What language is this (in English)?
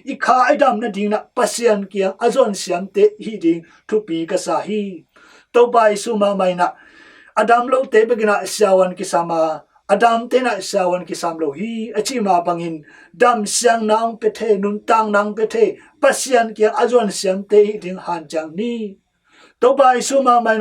Tedim Chin